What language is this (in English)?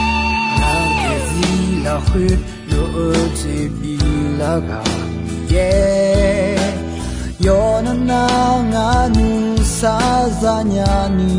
Akha